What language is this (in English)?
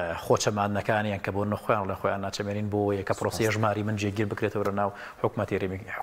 Central Kurdish